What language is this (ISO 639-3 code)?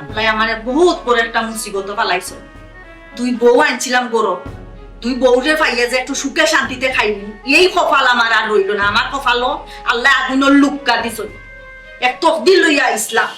syl